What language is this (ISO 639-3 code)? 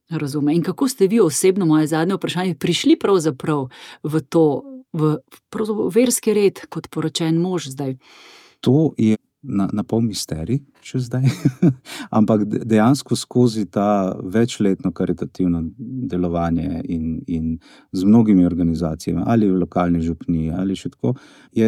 slv